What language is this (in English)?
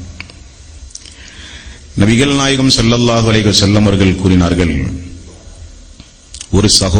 Tamil